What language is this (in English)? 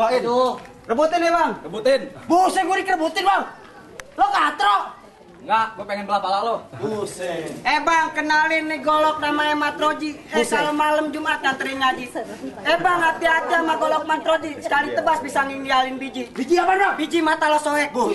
Betawi